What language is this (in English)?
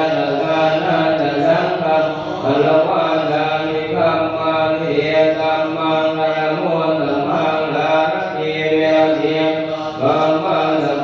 Pali